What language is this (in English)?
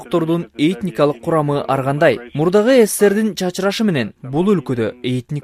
Kyrgyz